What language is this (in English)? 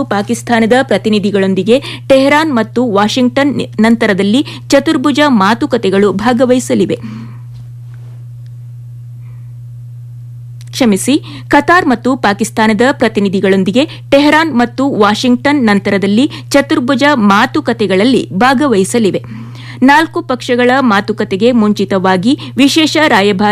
Kannada